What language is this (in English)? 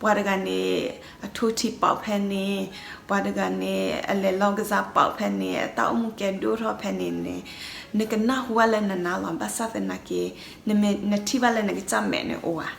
S'gaw Karen